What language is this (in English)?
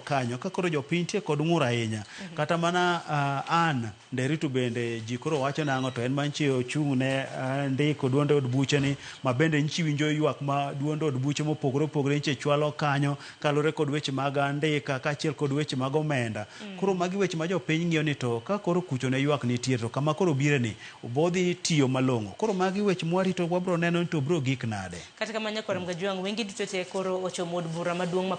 Luo (Kenya and Tanzania)